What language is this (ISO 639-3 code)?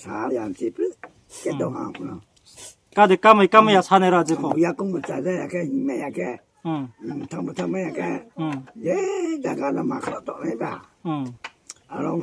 ria